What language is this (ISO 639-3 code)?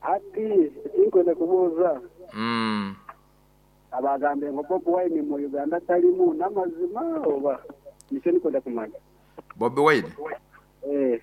nyo